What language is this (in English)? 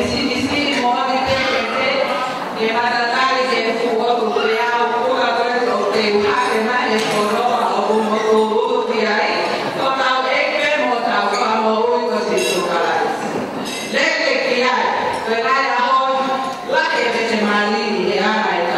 Tongan